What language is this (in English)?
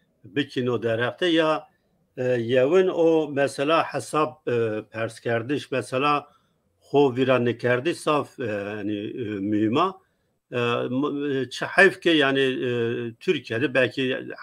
Zaza